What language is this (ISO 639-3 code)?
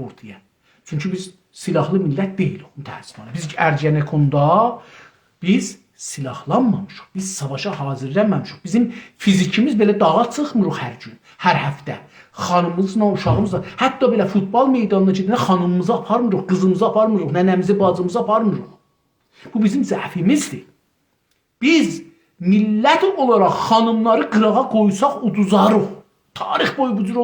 azb